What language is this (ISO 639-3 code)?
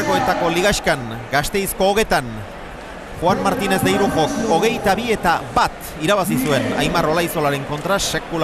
eus